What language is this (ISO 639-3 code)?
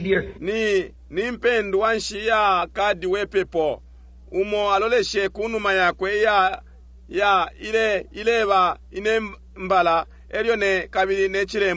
bem